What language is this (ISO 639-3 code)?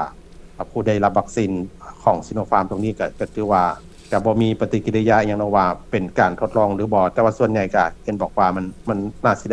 lao